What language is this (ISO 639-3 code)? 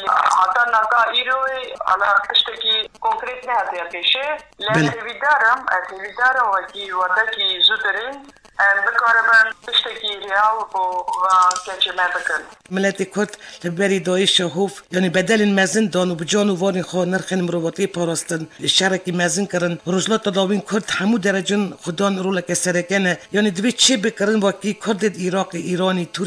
kur